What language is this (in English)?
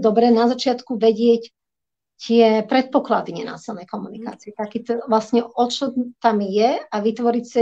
Slovak